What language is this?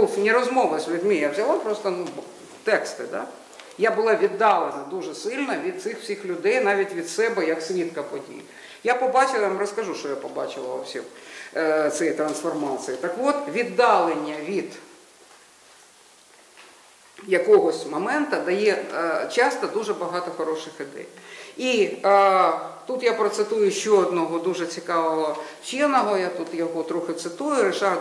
Ukrainian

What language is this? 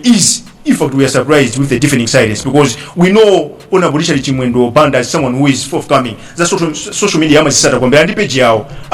Nyanja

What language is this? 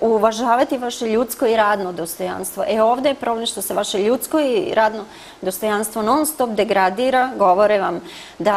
Serbian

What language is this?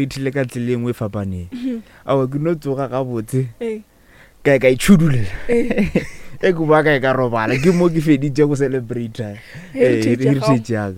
Northern Sotho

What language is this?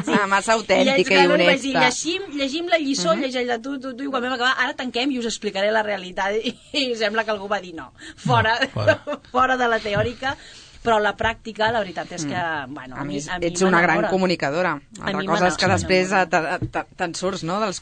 Catalan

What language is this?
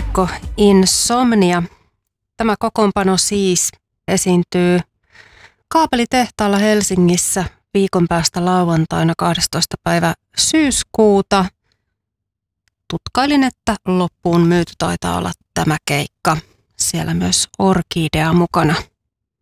Finnish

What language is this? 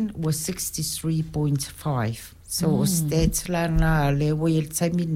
Samoan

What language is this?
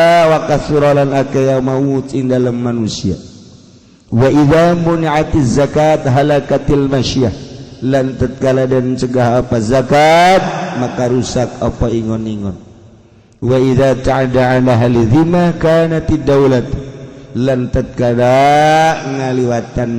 Sundanese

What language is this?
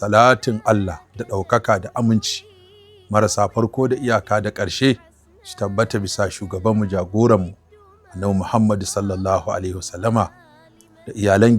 Hausa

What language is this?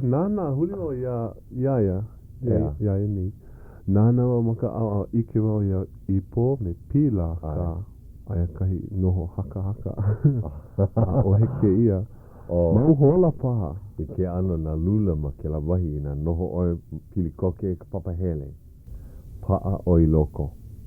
Hawaiian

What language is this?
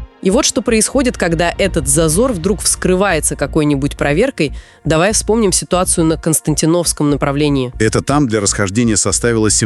Russian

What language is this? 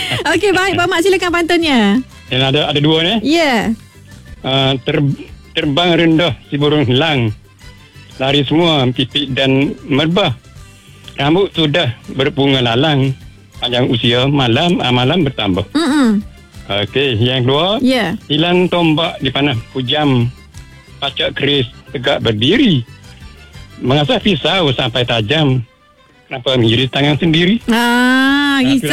Malay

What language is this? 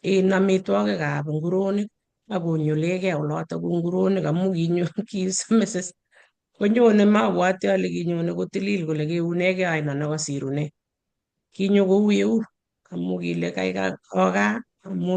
Kalenjin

